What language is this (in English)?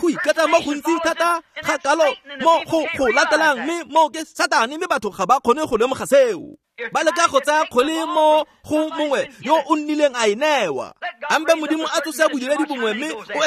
Tswana